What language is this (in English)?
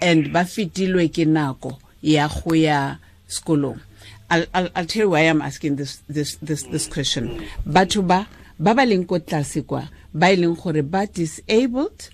Tswana